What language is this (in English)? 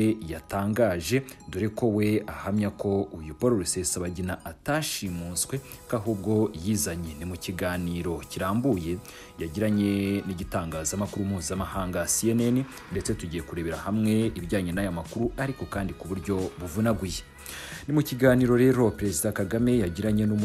Kinyarwanda